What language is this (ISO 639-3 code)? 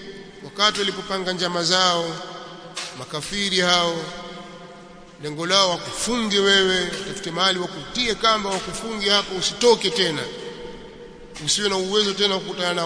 swa